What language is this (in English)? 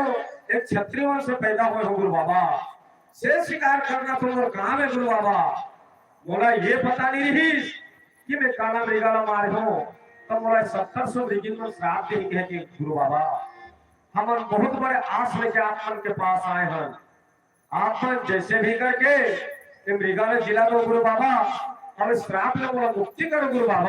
Chhattisgarhi